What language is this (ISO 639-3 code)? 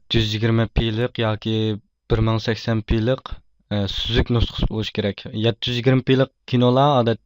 uig